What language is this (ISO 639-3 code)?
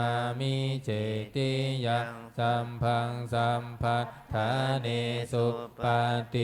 pli